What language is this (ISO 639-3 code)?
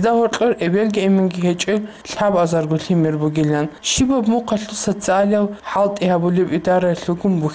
ava